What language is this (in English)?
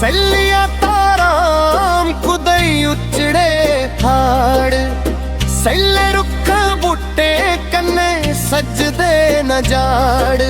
Dogri